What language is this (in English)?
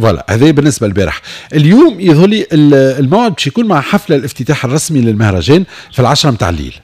Tunisian Arabic